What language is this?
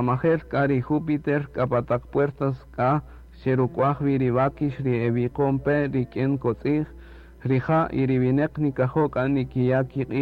Kaqchikel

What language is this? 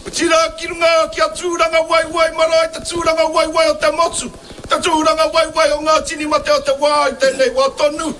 Māori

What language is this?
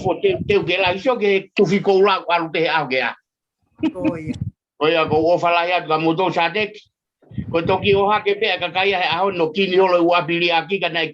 Tongan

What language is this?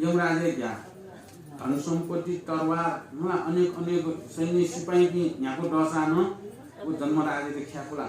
Newari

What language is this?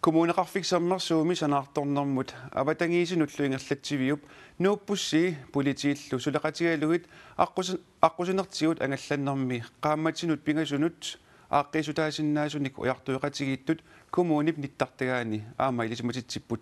Kalaallisut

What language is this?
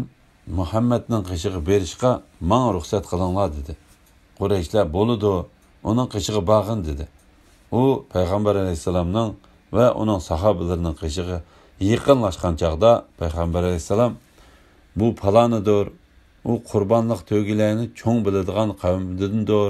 Uyghur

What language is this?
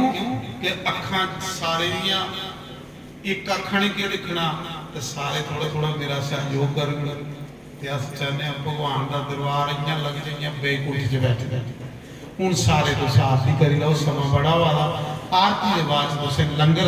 Dogri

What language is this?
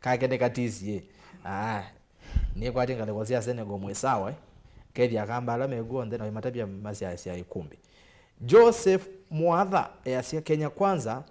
Kamba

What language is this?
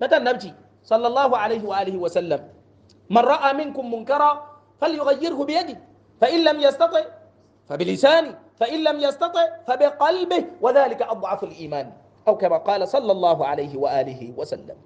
Hausa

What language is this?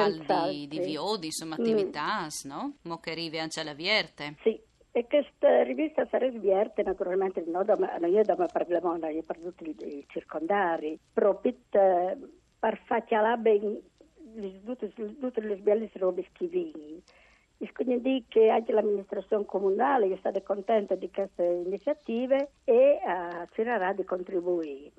Friulian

